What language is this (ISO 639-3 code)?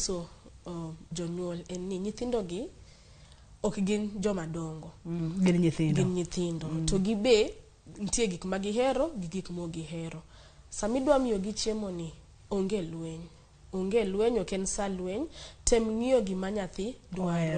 luo